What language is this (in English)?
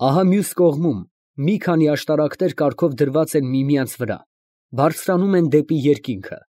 Armenian